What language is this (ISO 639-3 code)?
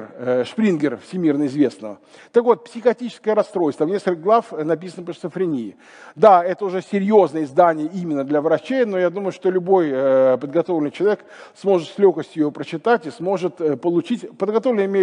rus